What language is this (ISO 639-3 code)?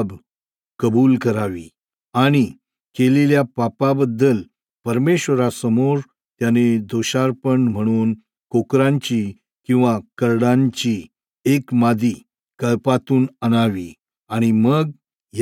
mar